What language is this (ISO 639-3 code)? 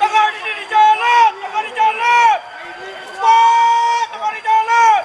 min